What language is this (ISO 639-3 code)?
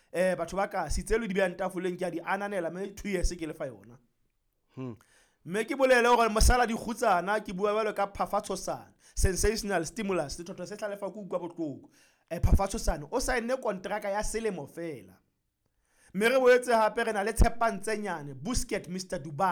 sot